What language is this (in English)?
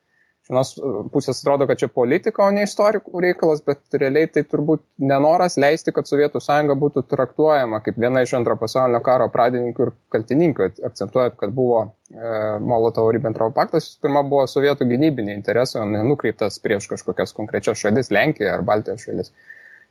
Lithuanian